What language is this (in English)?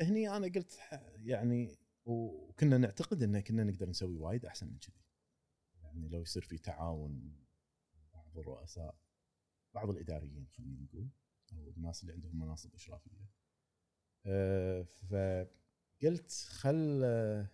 Gulf Arabic